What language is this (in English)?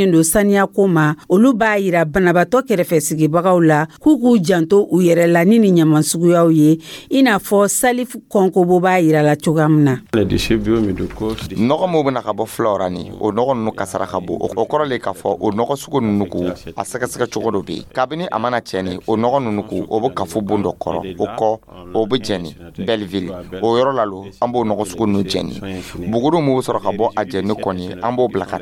Dyula